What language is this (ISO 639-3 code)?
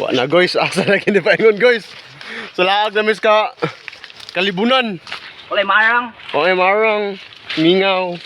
ceb